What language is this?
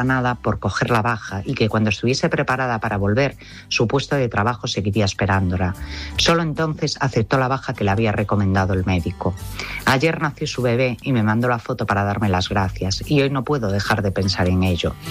Spanish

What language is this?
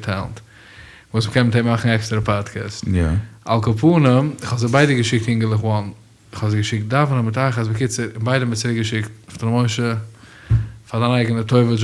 Yiddish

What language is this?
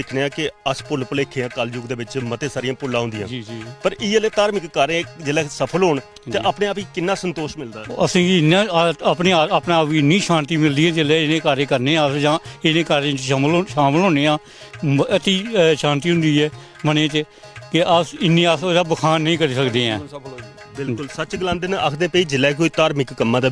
Dogri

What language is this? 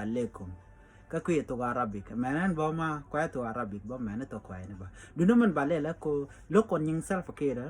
Nuer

